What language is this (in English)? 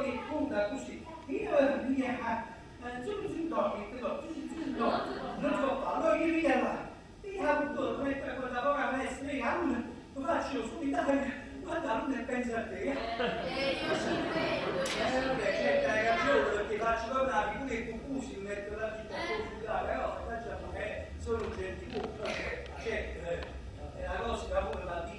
Neapolitan